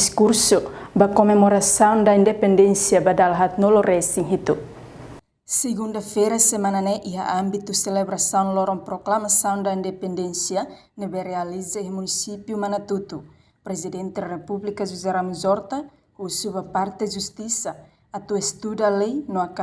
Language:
Tetum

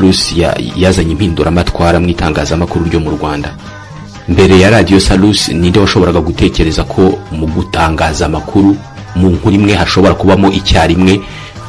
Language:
Kinyarwanda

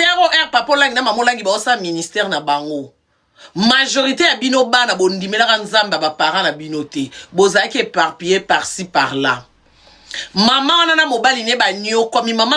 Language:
Lingala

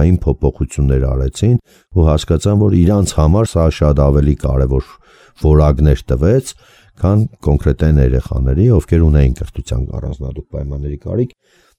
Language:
Armenian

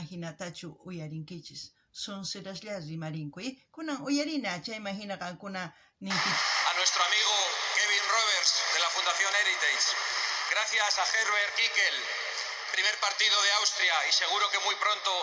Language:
South Bolivian Quechua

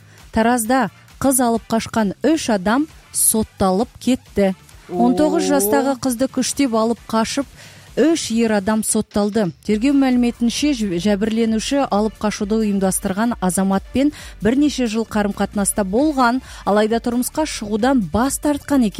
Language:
Kazakh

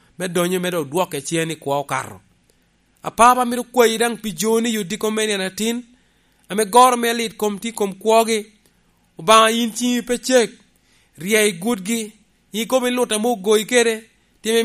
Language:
Lango (Uganda)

